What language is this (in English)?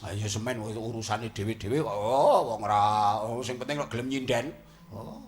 Javanese